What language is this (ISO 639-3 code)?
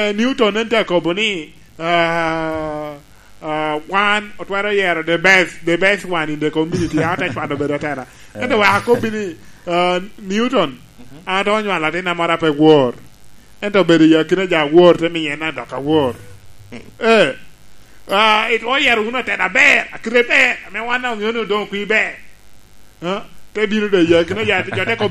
laj